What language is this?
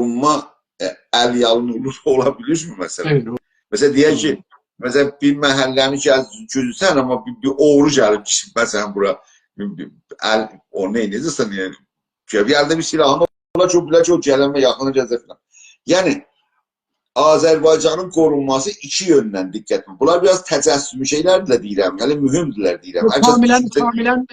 South Azerbaijani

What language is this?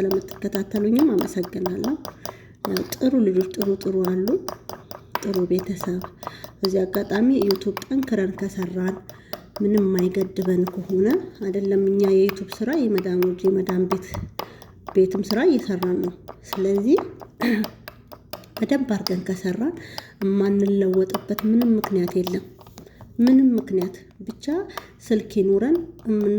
Amharic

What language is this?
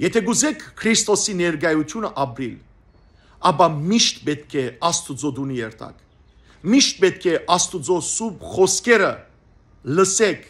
Western Armenian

